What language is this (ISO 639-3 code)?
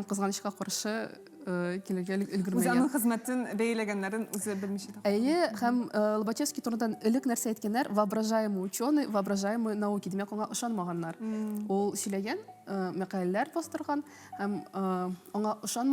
tat